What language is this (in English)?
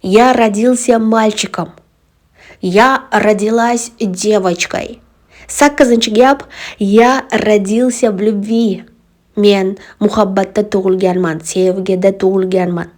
Uzbek